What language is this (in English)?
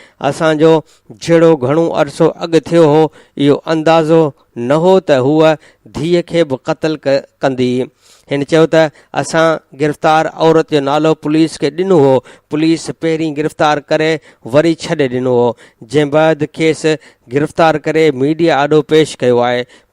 Sindhi